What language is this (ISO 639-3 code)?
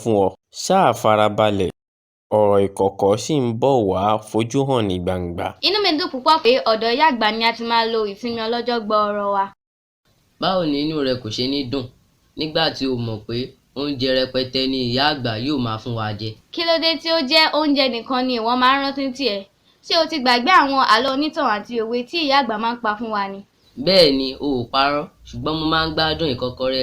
yor